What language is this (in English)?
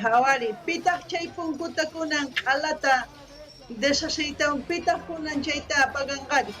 South Bolivian Quechua